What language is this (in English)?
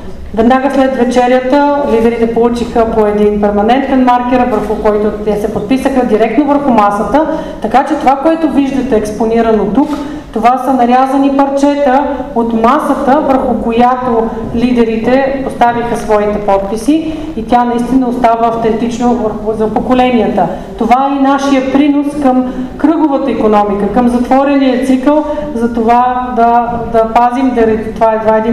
Bulgarian